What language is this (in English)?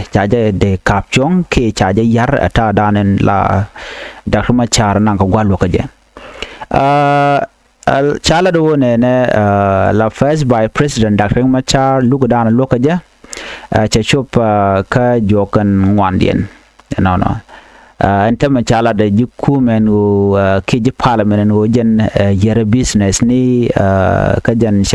Nuer